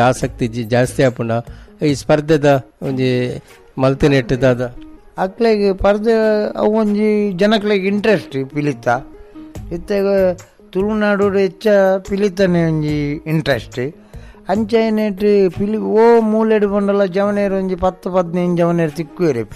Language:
Tulu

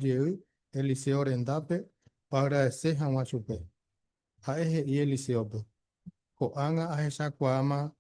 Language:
Guarani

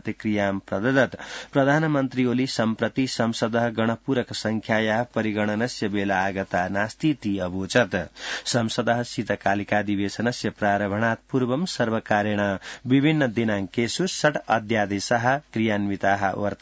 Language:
Sanskrit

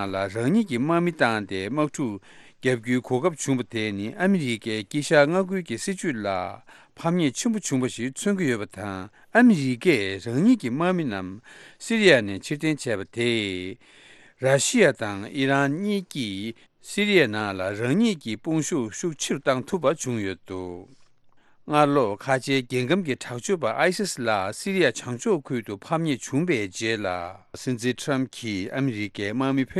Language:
Tibetan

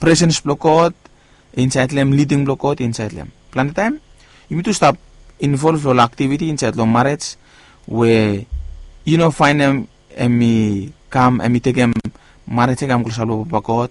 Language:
Bislama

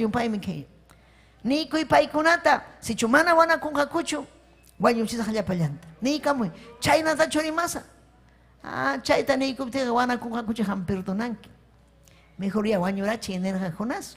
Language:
Ayacucho Quechua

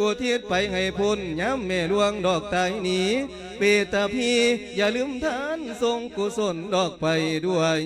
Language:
Lao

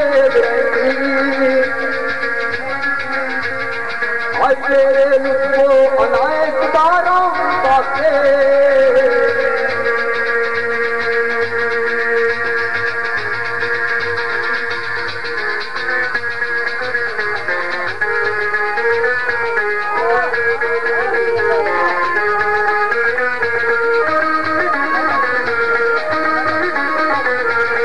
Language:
Urdu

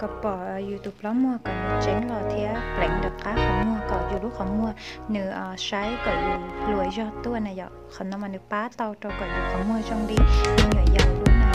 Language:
Hmong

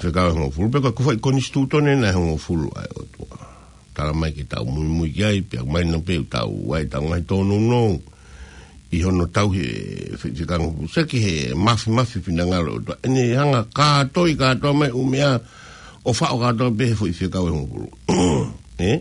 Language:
Tongan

